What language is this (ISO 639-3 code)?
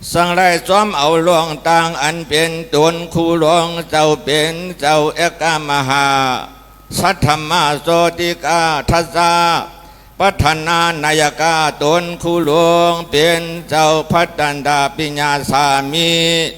shn